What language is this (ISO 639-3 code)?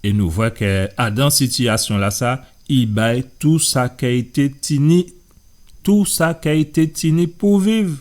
gcf